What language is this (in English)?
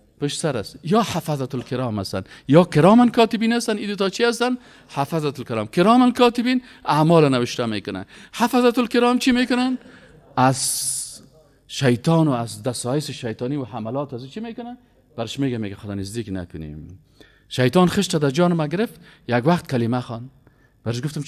Persian